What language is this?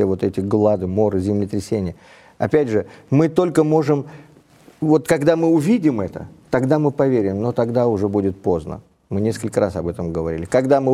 Russian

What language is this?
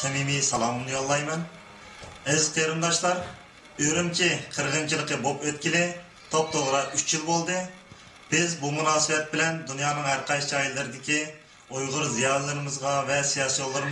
Uyghur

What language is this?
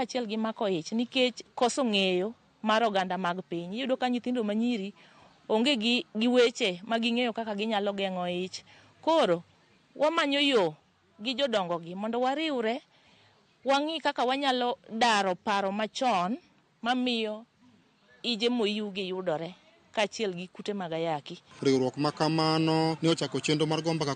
Luo (Kenya and Tanzania)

